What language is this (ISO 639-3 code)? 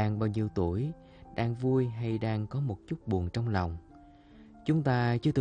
vie